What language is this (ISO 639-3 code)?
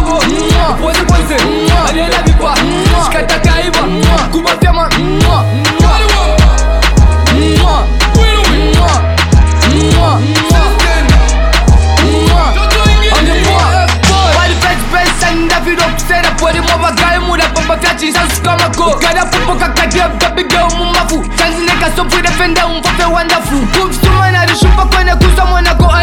swa